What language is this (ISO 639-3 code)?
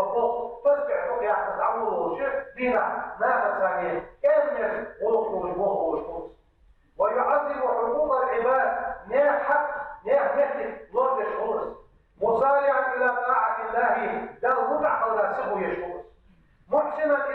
inh